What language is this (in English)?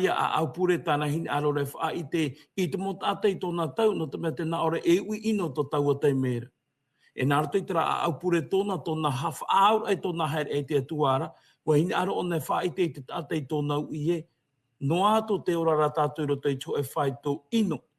Tahitian